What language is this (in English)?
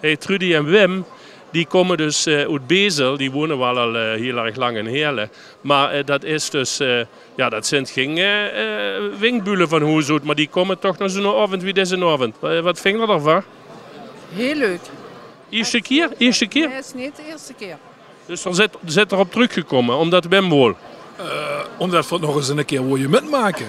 Limburgish